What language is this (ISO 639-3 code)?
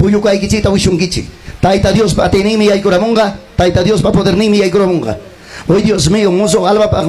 quy